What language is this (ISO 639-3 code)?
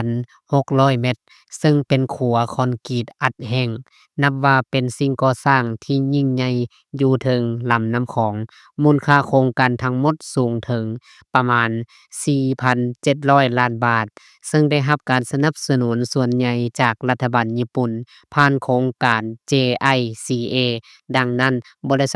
lao